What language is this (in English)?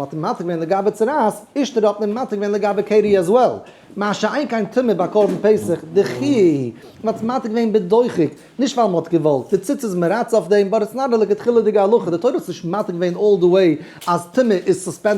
Yiddish